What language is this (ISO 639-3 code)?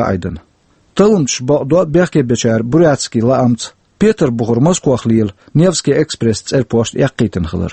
che